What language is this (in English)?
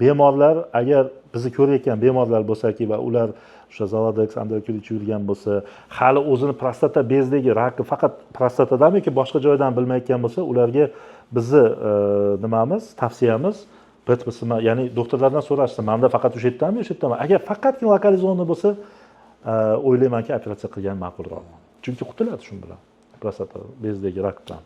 Uzbek